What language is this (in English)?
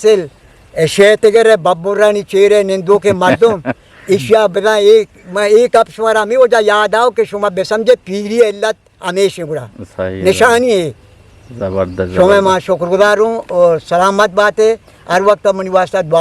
Eastern Balochi